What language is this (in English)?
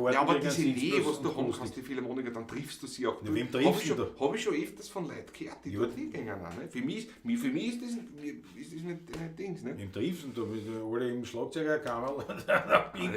Bavarian